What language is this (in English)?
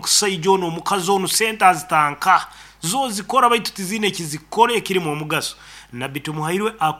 Nyoro